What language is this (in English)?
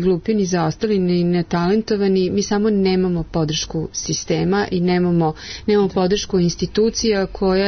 Serbian